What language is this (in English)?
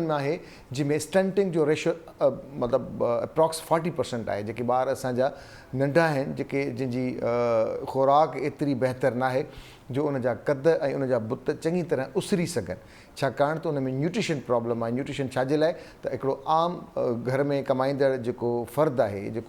Sindhi